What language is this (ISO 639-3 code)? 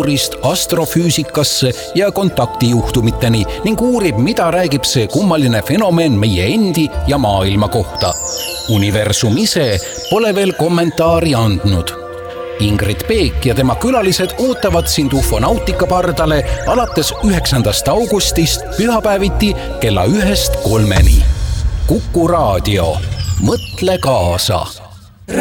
est